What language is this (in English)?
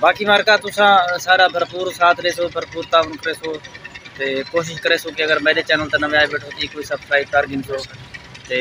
Saraiki